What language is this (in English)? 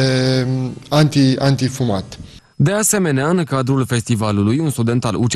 Romanian